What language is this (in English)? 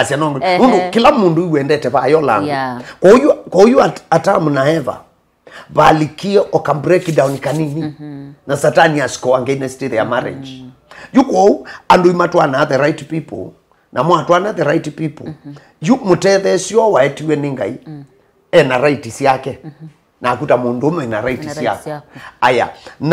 Kamba